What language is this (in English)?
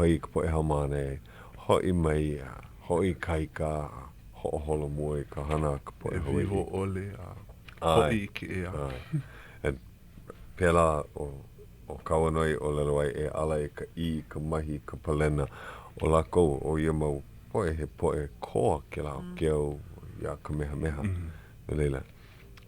Hawaiian